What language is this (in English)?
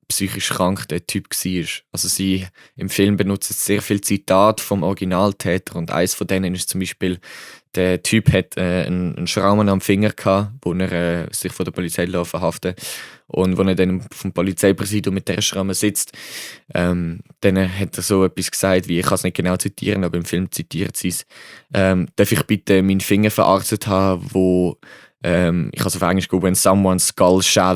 Swiss German